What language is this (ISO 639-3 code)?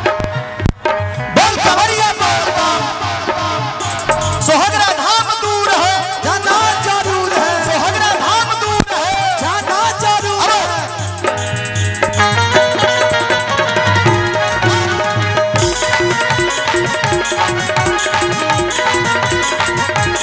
bho